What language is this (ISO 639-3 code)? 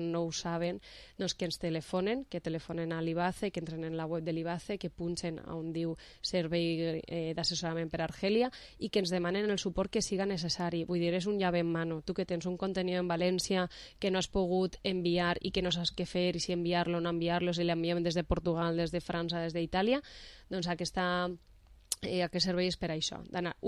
cat